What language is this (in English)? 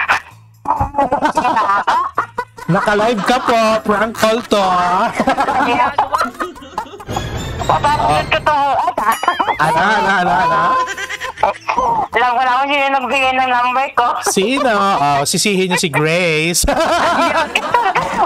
Filipino